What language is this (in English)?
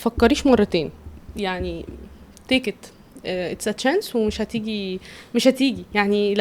Egyptian Arabic